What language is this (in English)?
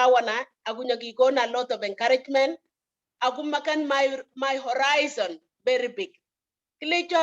Kalenjin